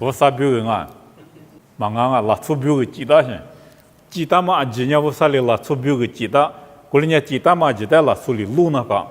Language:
Lisu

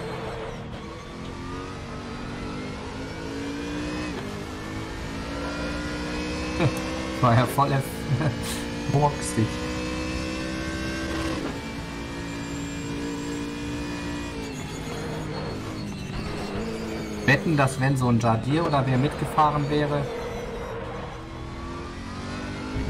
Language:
German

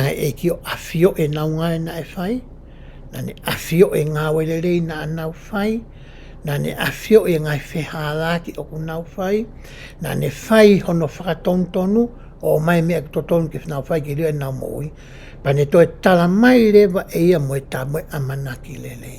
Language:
Tongan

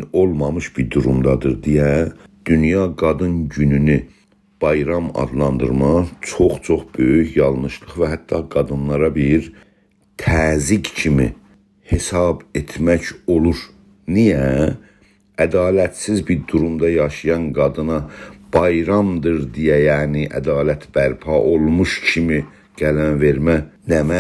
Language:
South Azerbaijani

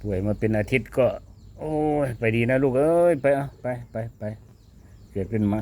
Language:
Lao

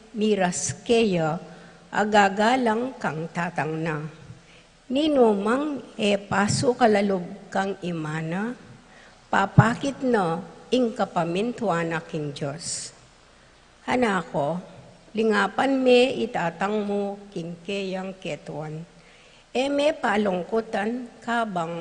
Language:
Pampanga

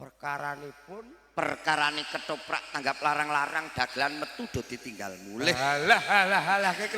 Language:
Javanese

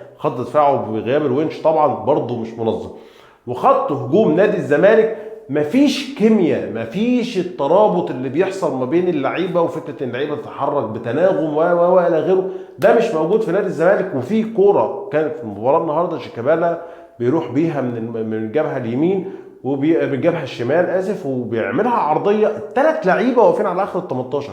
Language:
Egyptian Arabic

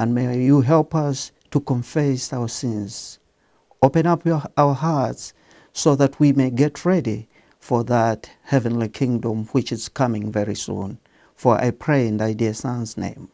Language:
English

